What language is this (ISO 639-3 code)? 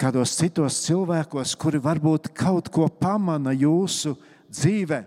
lav